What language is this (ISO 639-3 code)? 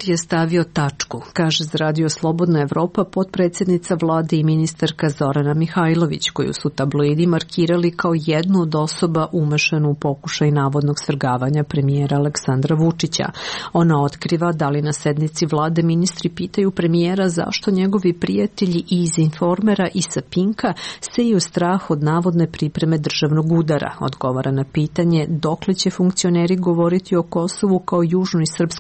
srp